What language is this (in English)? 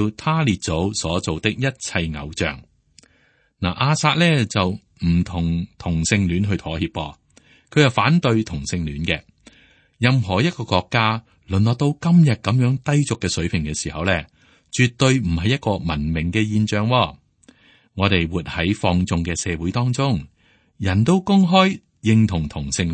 Cantonese